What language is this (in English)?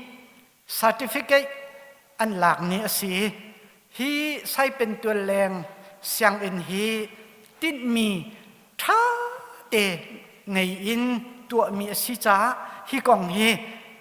Hakha Chin